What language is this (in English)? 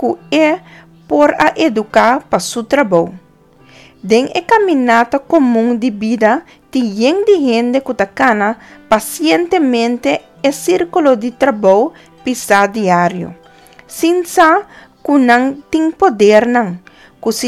Papiamento